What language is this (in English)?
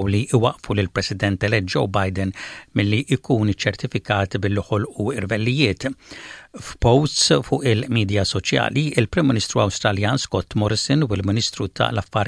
Maltese